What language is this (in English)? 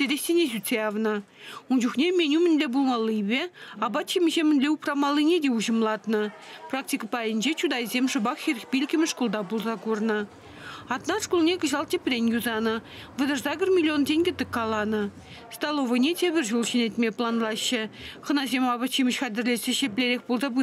Chuvash